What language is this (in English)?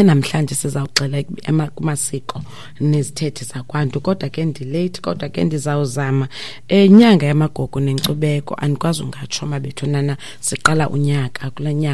Xhosa